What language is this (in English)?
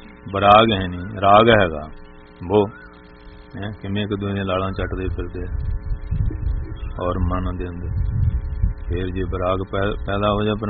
Punjabi